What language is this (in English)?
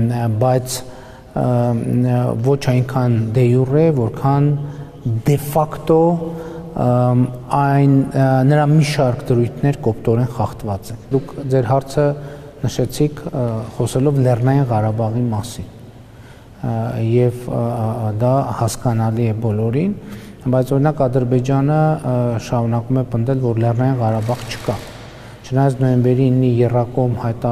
Armenian